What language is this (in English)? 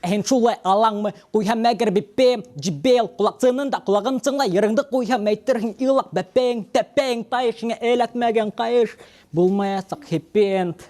Bashkir